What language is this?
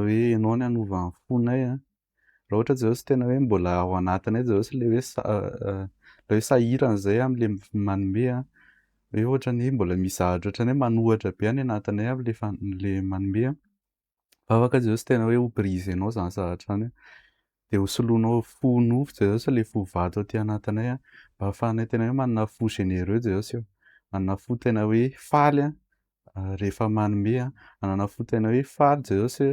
Malagasy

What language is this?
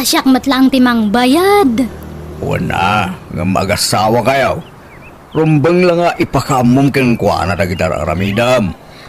Iloko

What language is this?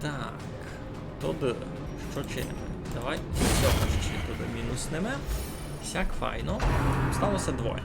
Rusyn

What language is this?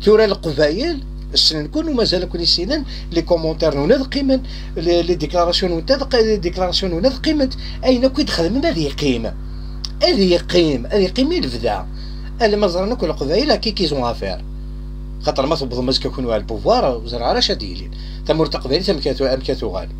Kabyle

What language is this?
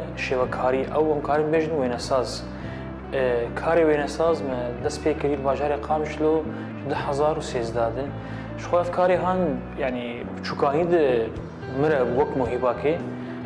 Kurdish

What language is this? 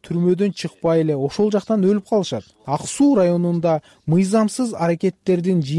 Kyrgyz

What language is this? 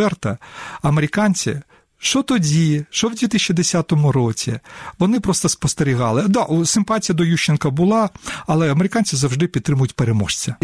Ukrainian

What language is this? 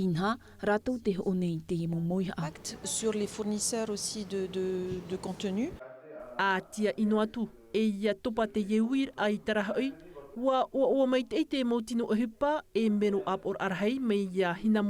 Tahitian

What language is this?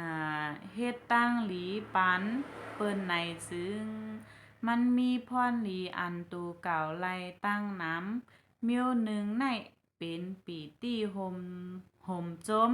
Shan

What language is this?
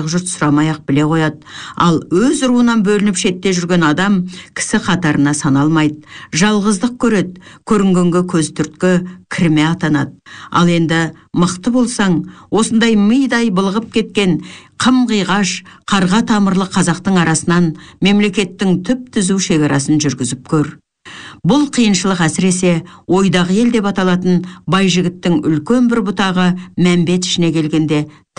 Kazakh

